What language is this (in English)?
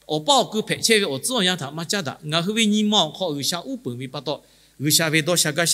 Lahu